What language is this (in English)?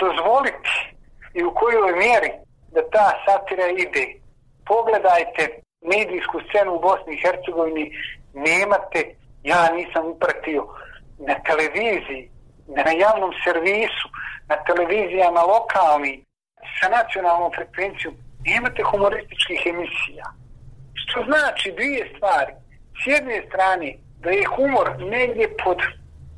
Bosnian